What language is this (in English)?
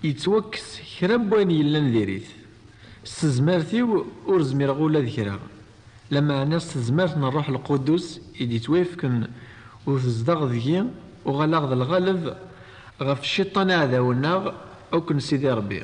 Kabyle